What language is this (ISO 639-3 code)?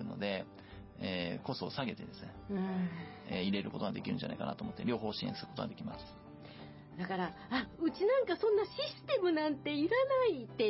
jpn